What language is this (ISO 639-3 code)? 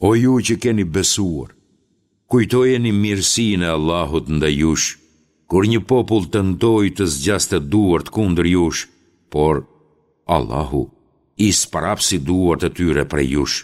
sqi